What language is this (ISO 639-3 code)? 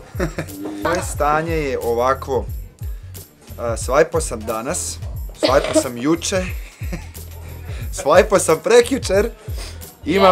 hrv